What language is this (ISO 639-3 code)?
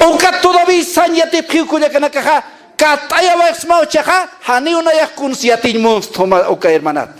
aym